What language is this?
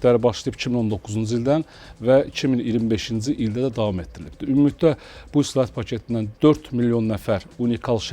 Azerbaijani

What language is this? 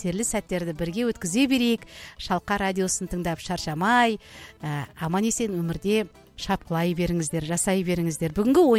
Kazakh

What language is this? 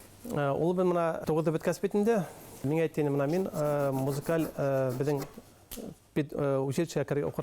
Bashkir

